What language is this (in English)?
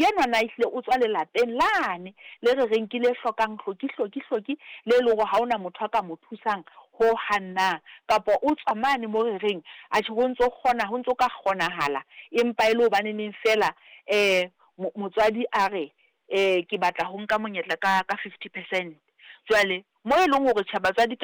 Southern Sotho